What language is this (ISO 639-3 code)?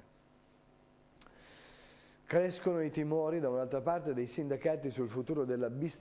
ita